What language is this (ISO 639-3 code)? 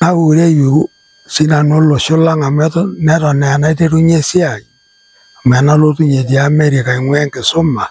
mas